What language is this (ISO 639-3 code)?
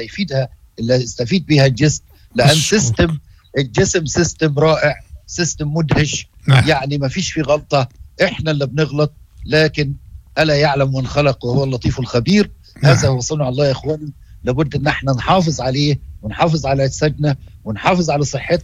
ary